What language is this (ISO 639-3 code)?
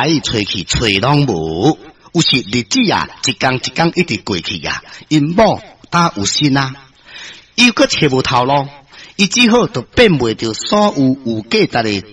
nan